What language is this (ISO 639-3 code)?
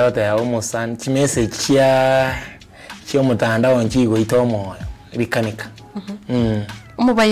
guz